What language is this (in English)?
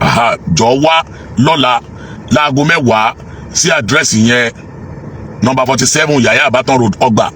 Yoruba